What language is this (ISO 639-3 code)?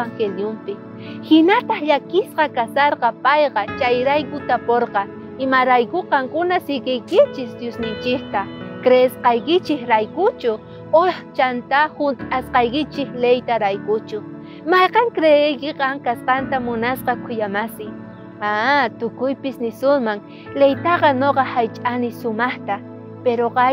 quh